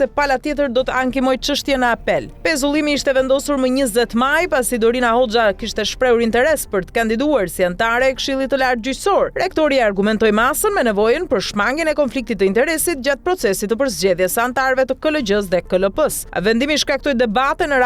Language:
Albanian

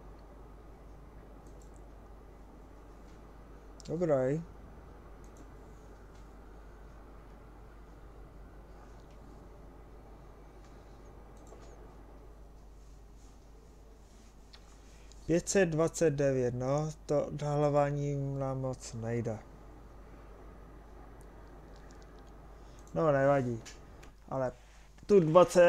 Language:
Czech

